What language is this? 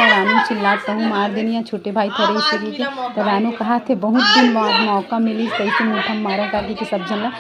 Chhattisgarhi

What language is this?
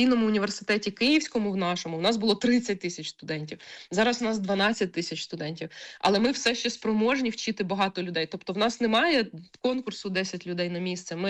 Ukrainian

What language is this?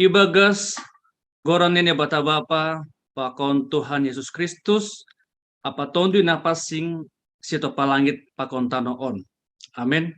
Batak Simalungun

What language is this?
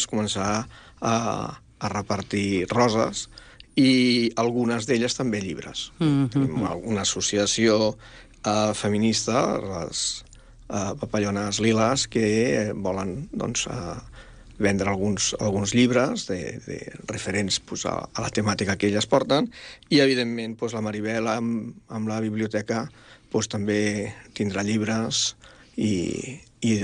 Catalan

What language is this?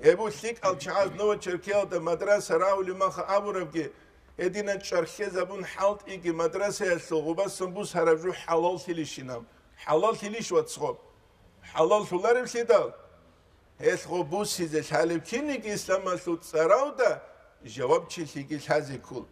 Avaric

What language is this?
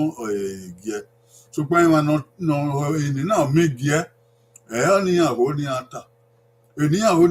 Bini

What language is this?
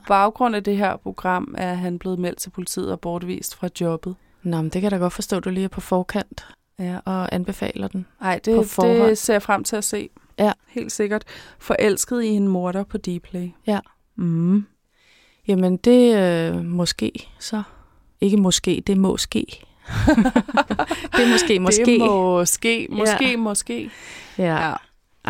Danish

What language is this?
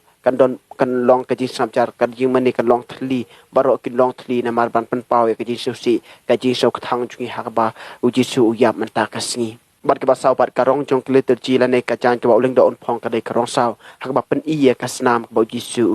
Khasi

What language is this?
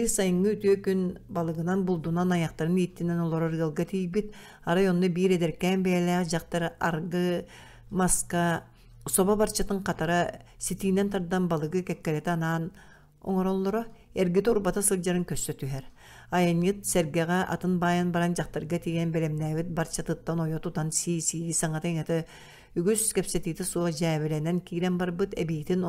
Yakut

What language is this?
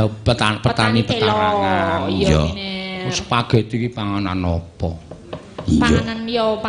Javanese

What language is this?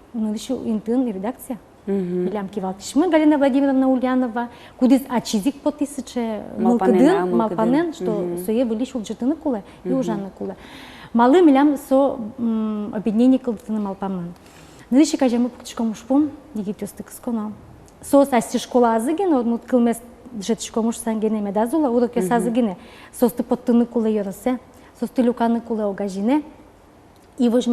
Udmurt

